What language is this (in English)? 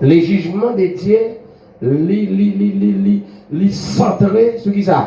Haitian Creole